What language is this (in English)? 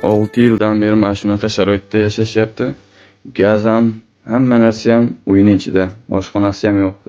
Uzbek